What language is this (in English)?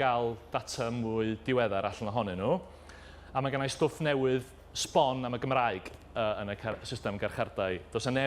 Welsh